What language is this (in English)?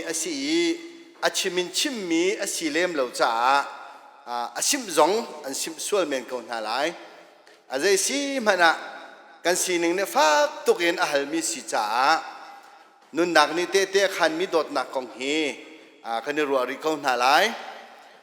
Hakha Chin